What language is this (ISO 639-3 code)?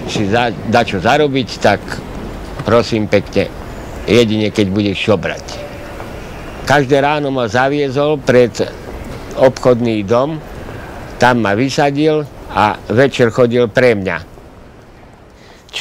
slk